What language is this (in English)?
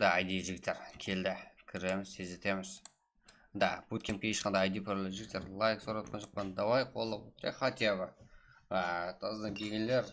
Kara-Kalpak